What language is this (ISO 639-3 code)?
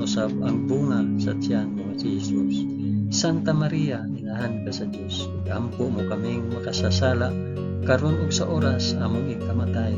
ceb